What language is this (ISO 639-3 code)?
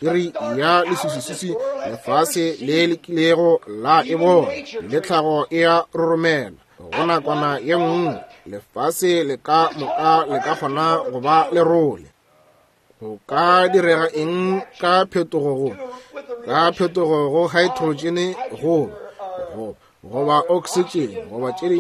nso